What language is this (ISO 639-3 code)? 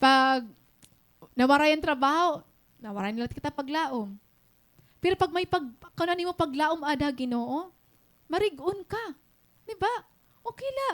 war